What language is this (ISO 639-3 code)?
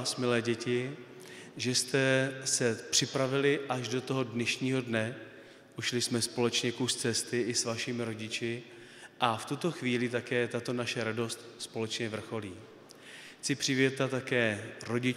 ces